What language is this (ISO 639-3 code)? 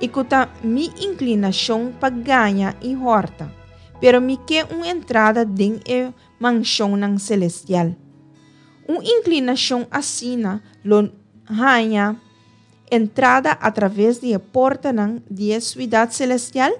pap